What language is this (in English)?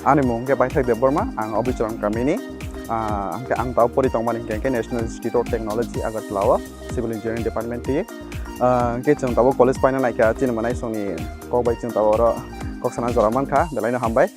Kok Borok